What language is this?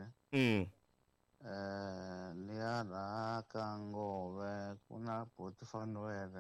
Tsonga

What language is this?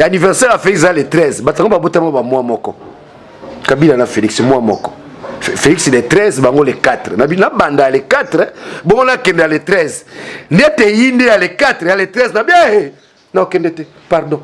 Lingala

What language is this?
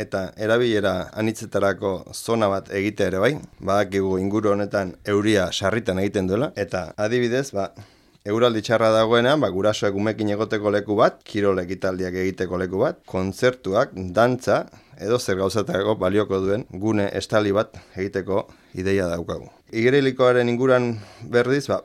Basque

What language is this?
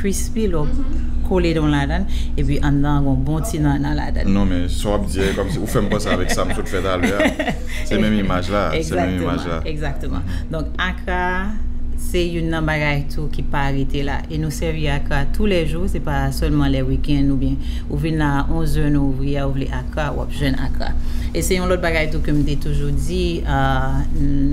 Haitian Creole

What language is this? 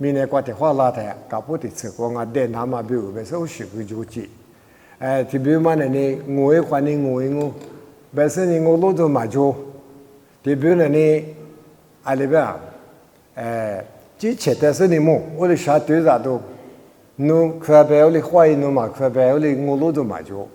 Lisu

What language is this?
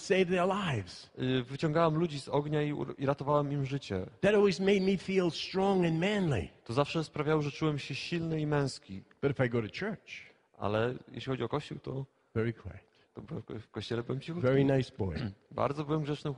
Polish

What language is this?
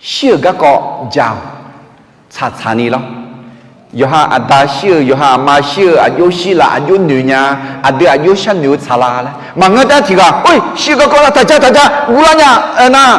Akha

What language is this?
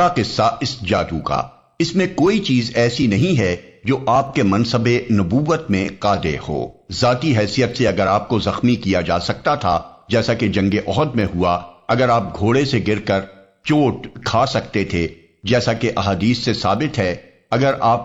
Urdu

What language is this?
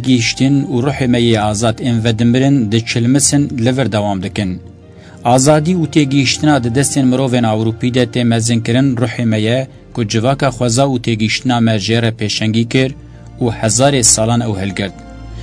Kurdish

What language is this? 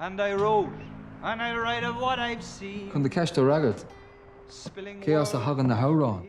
Irish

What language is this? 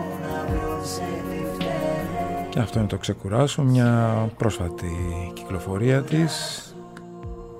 Greek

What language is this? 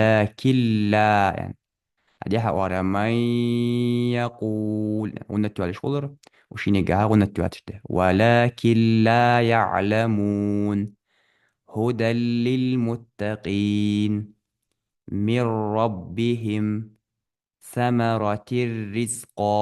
Ingush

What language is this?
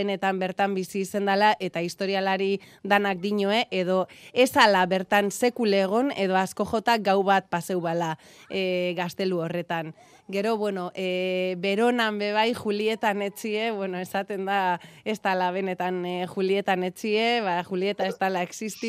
Basque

